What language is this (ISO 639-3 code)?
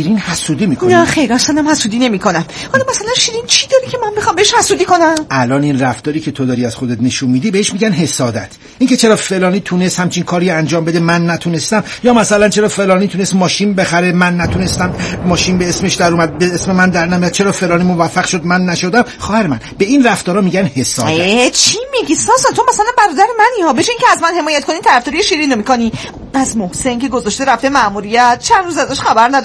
fas